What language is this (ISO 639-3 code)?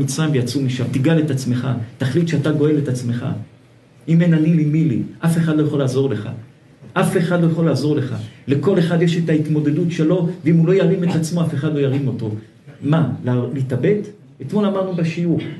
heb